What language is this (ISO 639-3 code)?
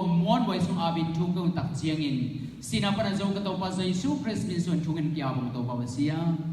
ctd